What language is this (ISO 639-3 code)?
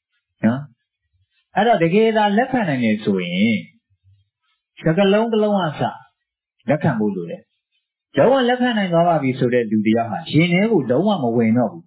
mya